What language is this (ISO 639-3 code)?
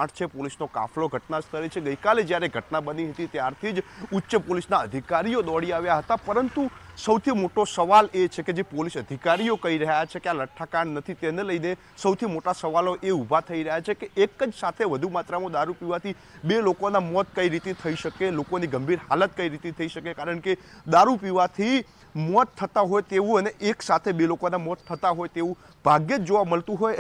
guj